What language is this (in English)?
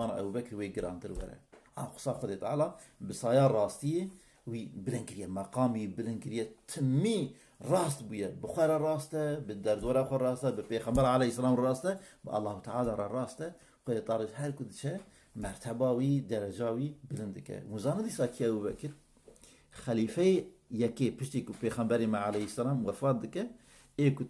Kurdish